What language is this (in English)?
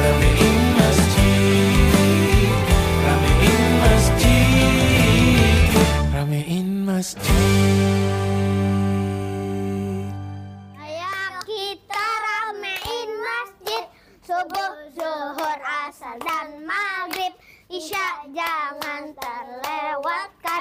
Indonesian